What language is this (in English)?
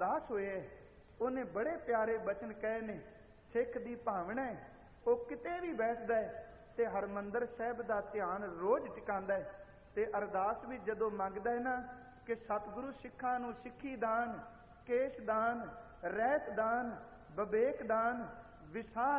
Punjabi